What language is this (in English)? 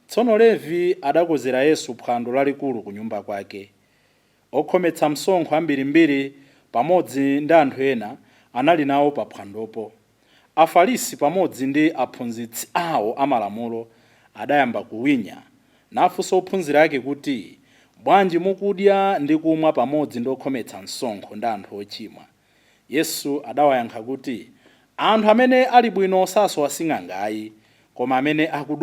Nyanja